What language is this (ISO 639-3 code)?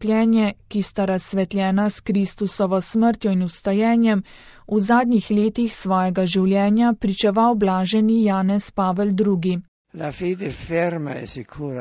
slv